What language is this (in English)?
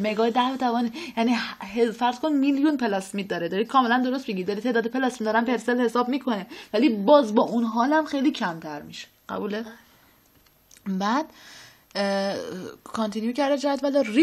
Persian